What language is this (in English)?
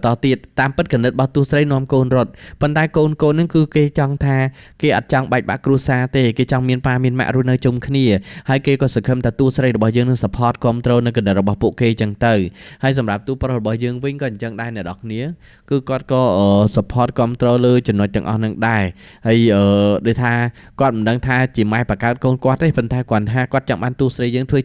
Khmer